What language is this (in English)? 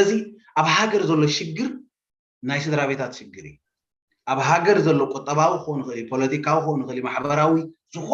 Tigrinya